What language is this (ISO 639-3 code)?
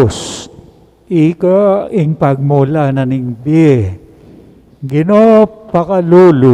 pam